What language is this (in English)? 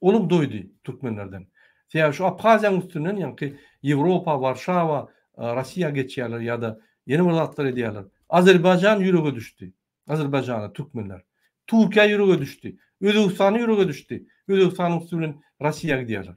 Turkmen